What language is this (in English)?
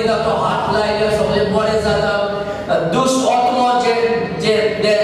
Konkani